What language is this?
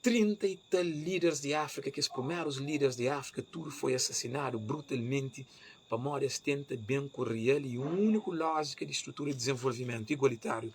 Kabuverdianu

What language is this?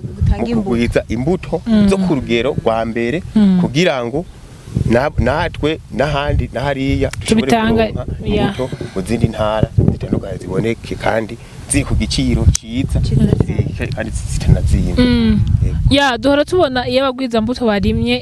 Rundi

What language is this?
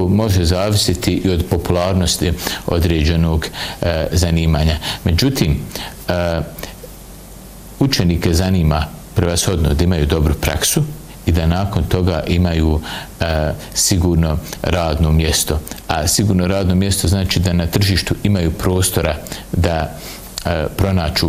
Bosnian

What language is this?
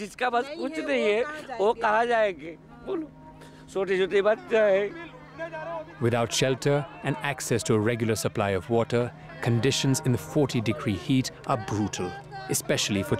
Hindi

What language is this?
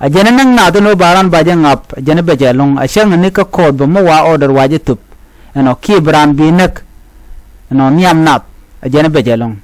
Nuer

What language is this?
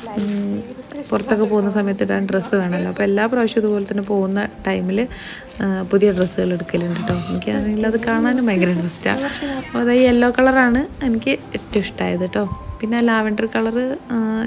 Malayalam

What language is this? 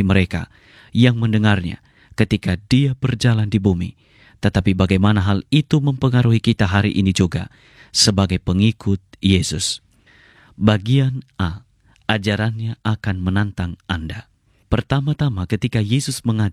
Indonesian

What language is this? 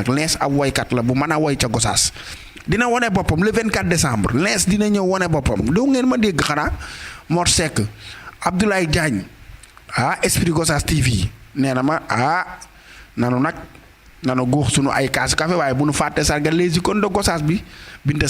Wolof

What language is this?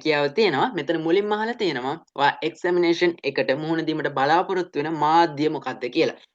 Sinhala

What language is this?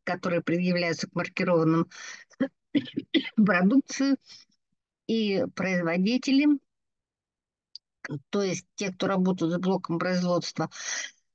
Russian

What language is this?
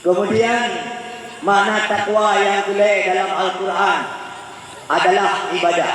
Achinese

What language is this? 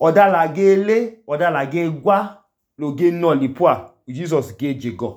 Idoma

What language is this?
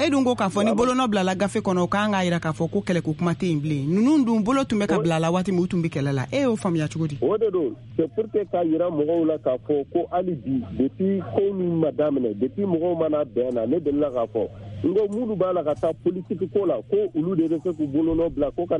Bambara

